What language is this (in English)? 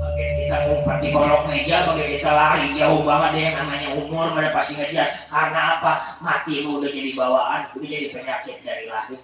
Betawi